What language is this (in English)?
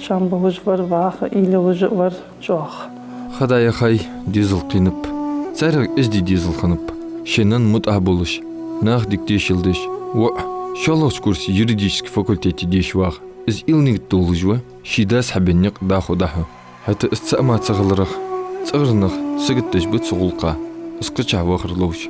Ingush